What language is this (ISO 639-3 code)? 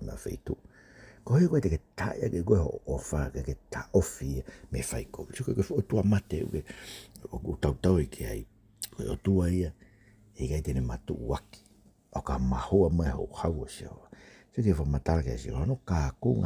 ton